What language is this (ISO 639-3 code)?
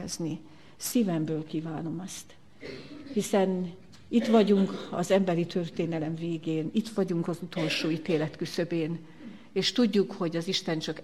hun